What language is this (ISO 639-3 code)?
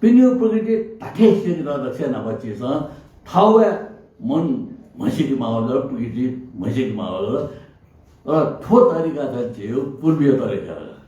new